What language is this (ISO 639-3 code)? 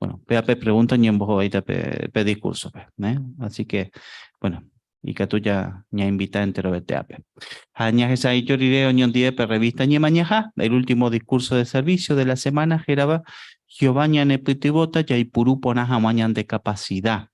grn